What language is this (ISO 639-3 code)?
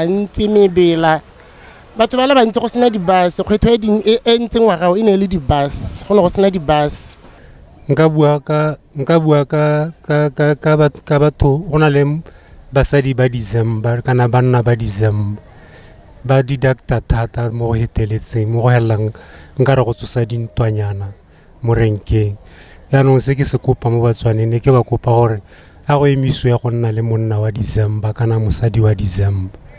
tsn